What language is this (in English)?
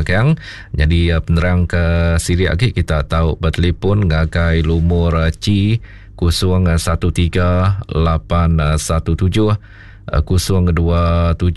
Iban